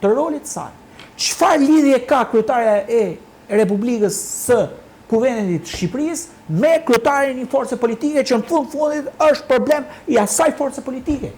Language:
Albanian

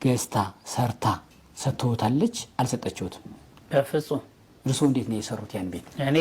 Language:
Amharic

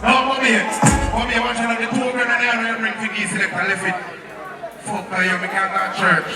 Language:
Jamaican Creole English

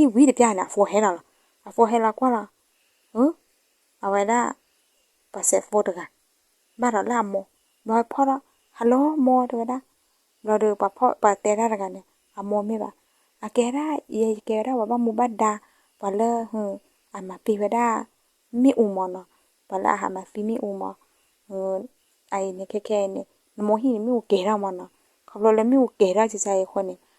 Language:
S'gaw Karen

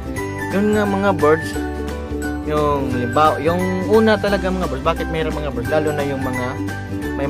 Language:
Filipino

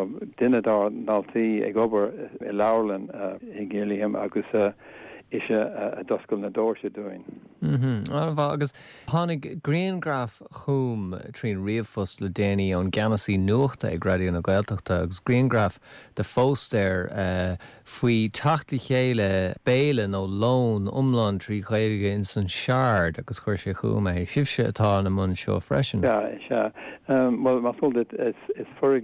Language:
Irish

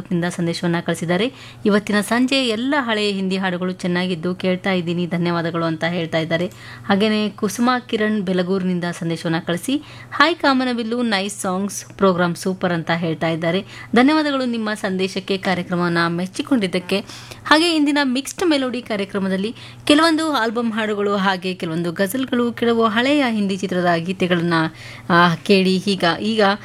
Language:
Kannada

